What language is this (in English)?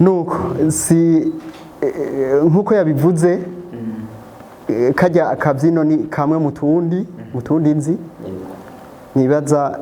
Rundi